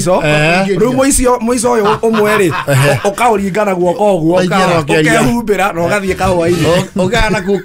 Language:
Kikuyu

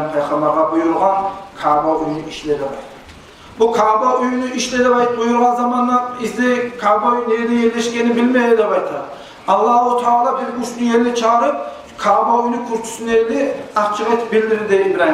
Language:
Kumyk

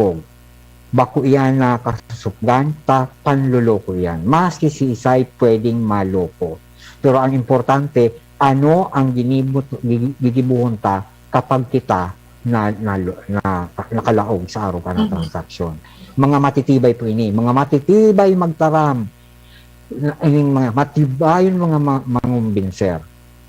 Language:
Bikol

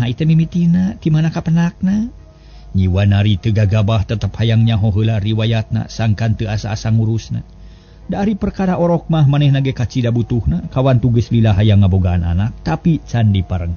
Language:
Sundanese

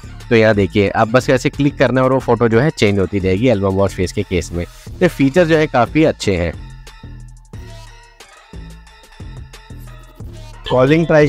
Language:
Hindi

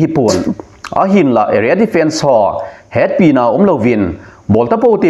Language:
Thado Chin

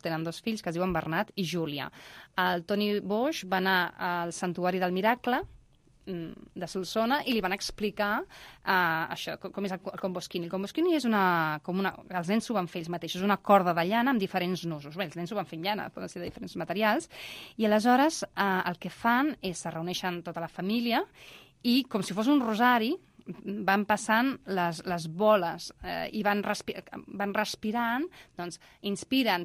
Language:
Catalan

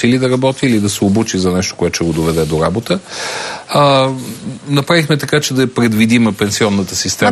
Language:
Bulgarian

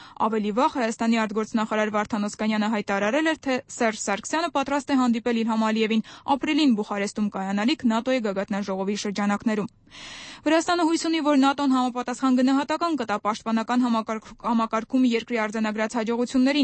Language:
Armenian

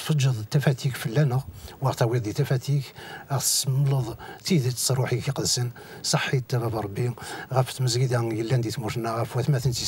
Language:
Kabyle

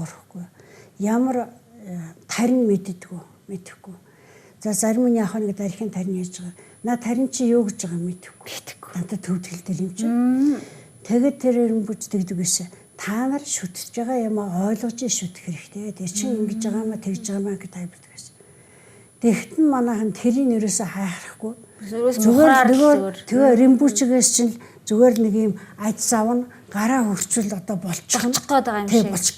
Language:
Mongolian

